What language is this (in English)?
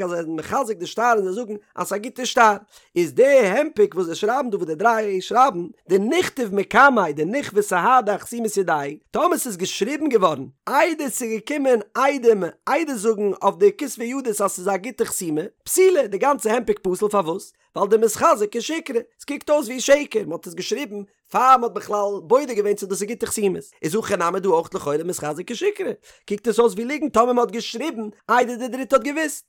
Yiddish